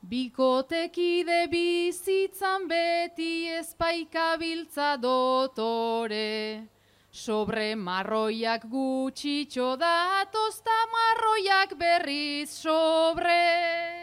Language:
Basque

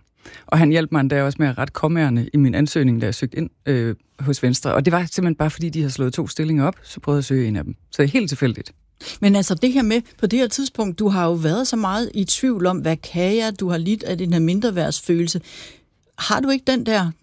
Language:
Danish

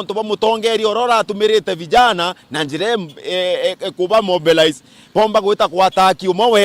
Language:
Meru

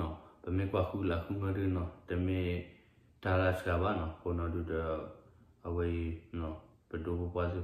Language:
S'gaw Karen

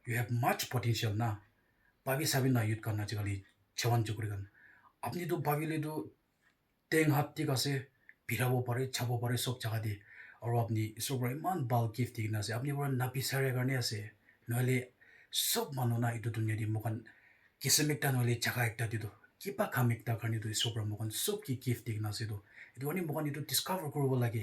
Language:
Naga Pidgin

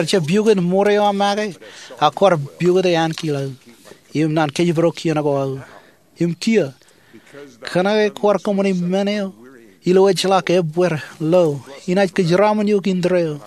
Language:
Marshallese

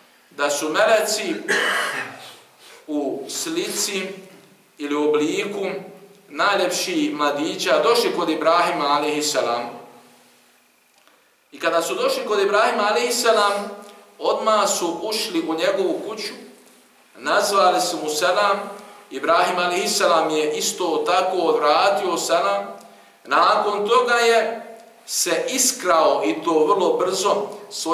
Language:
Bosnian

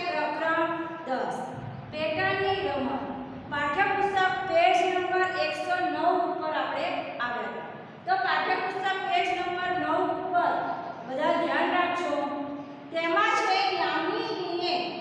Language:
Gujarati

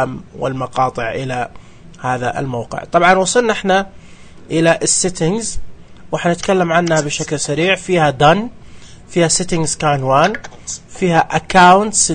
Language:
Najdi Arabic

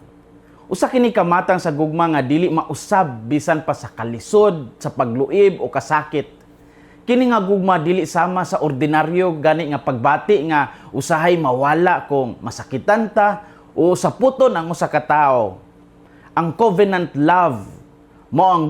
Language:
Cebuano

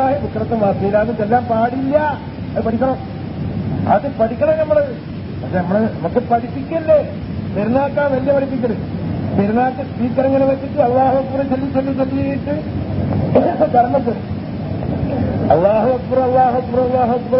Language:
Malayalam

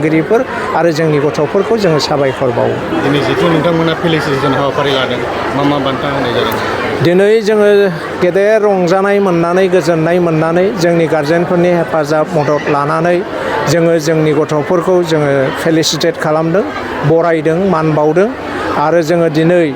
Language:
Bodo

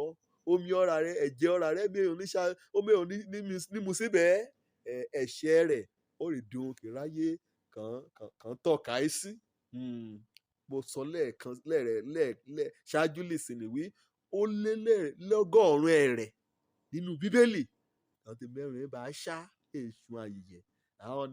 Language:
Yoruba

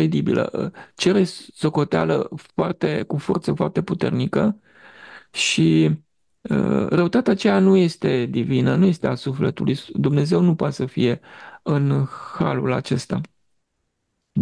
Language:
Romanian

